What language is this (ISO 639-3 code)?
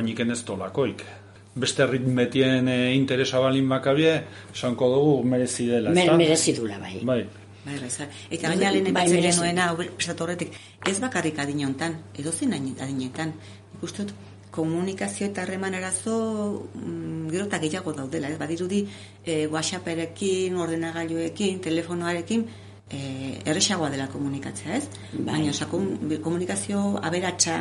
eus